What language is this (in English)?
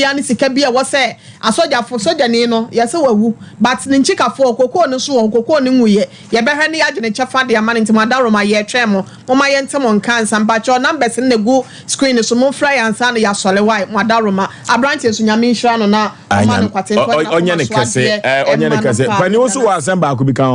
Akan